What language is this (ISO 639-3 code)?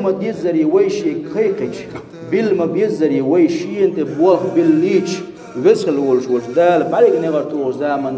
che